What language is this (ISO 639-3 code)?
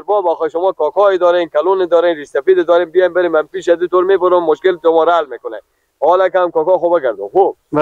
fas